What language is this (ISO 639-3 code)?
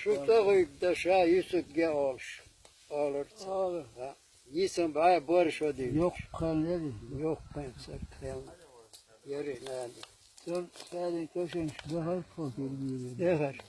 che